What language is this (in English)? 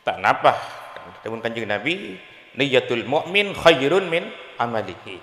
Madurese